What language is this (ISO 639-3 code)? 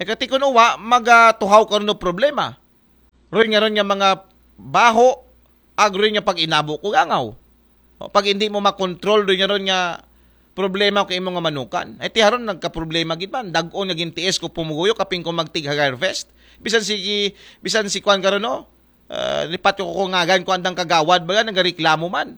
akl